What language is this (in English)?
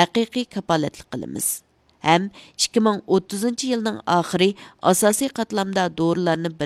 Uyghur